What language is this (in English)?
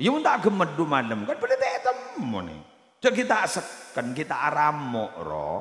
Madurese